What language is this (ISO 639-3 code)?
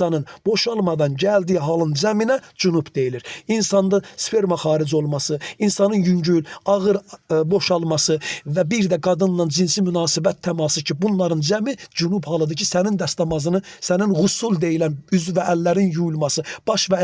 aze